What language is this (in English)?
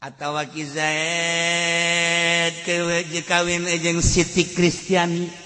Sundanese